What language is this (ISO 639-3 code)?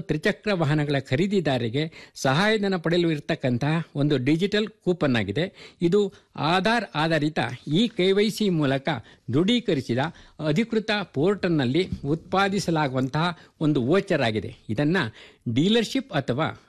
kan